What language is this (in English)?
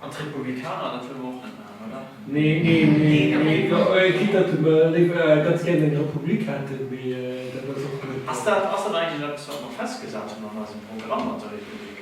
Luxembourgish